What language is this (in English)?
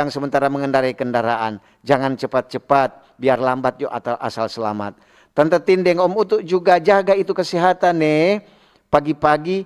Manado Malay